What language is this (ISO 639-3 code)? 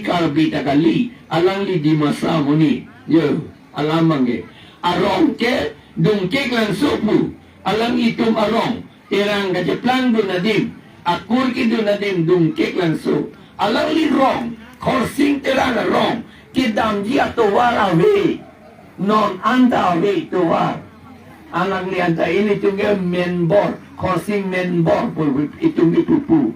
mjw